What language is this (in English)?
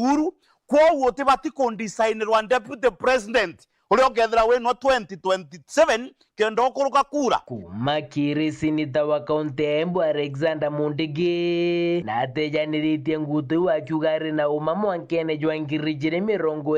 Meru